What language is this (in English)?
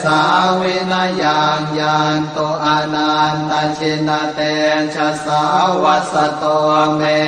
Pali